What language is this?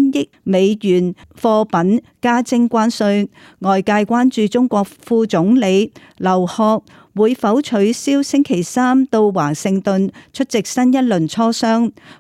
Cantonese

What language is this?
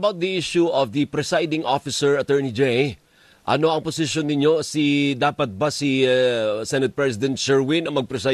Filipino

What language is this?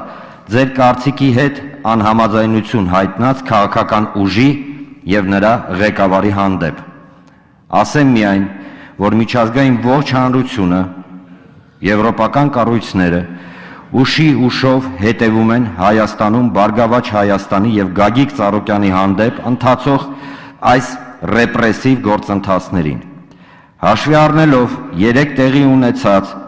Armenian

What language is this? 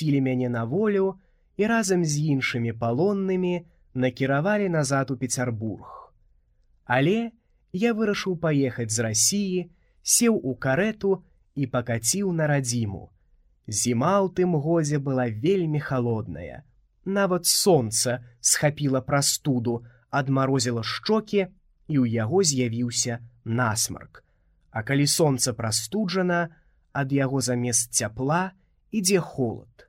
Belarusian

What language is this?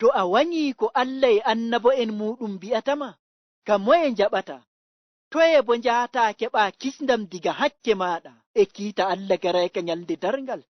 Nigerian Fulfulde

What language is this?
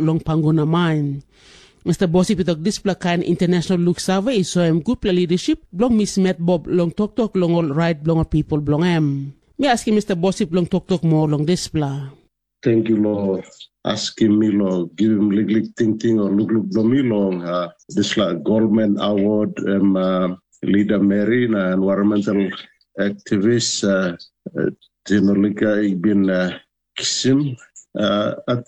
Tok Pisin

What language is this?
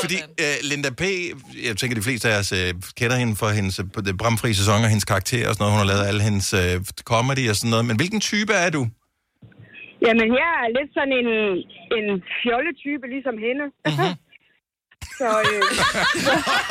Danish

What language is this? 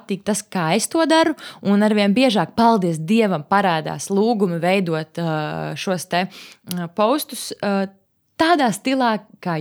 Latvian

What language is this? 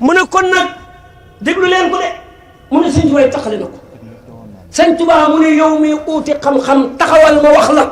Wolof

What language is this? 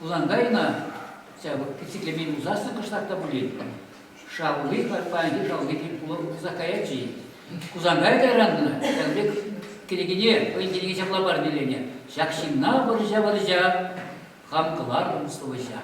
Chuvash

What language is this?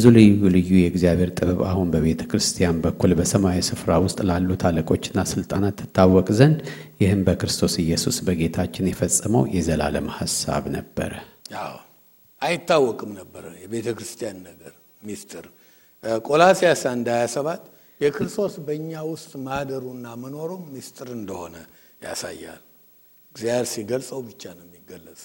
Amharic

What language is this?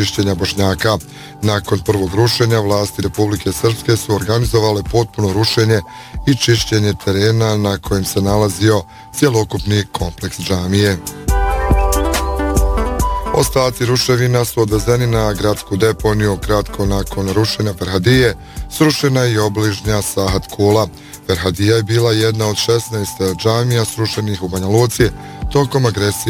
Bosnian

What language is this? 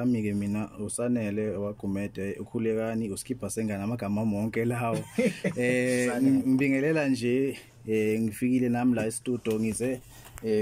Zulu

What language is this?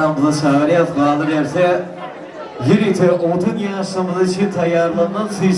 Turkmen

